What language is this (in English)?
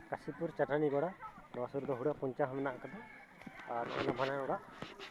Santali